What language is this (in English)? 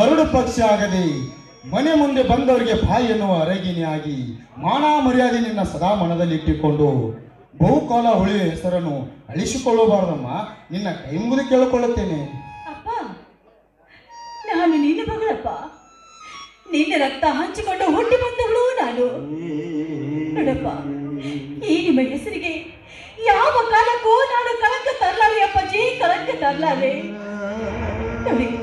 Kannada